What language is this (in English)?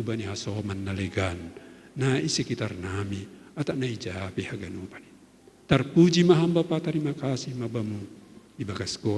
Batak Simalungun